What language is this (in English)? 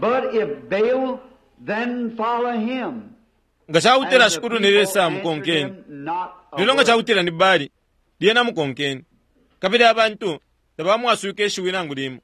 Bemba